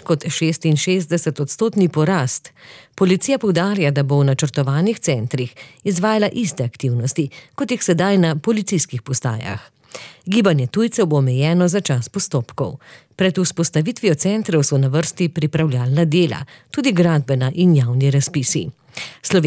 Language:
Slovenian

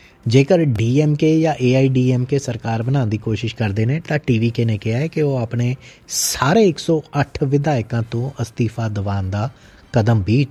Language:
Punjabi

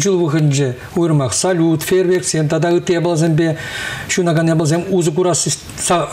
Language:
Chuvash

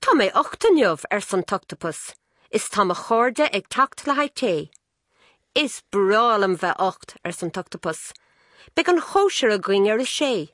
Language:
Irish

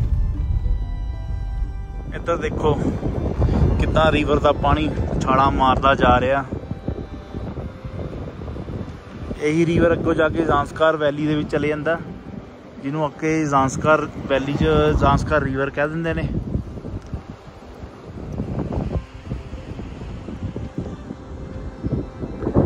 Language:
Punjabi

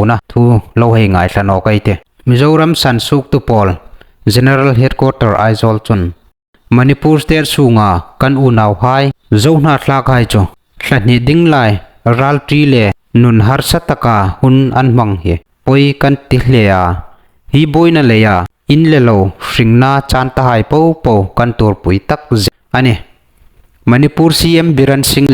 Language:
Hmar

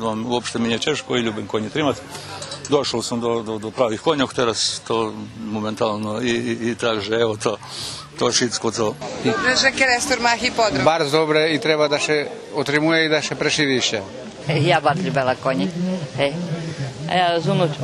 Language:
Rusyn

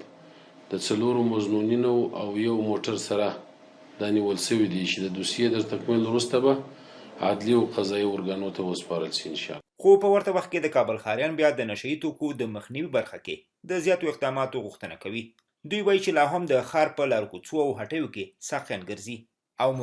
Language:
Pashto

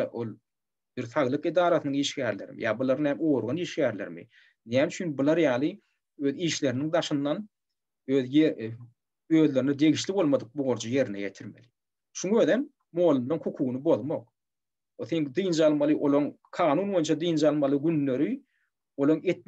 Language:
Turkmen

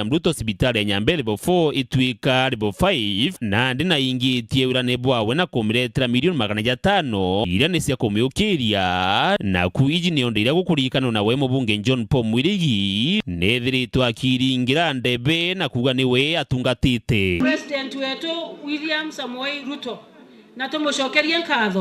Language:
Meru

